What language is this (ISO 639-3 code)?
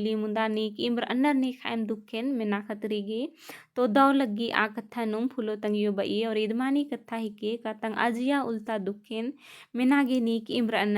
kru